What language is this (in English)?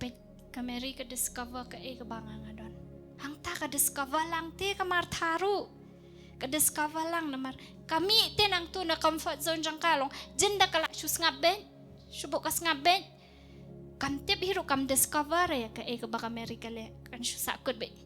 Khasi